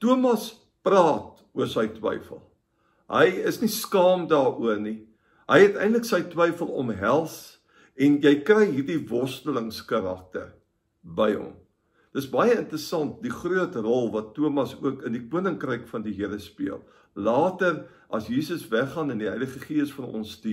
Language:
Afrikaans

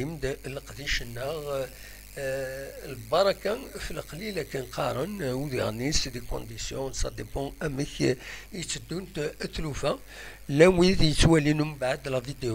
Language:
Kabyle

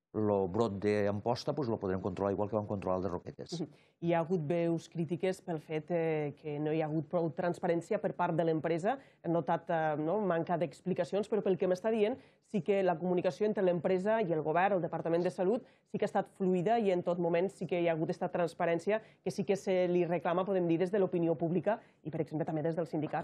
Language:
Catalan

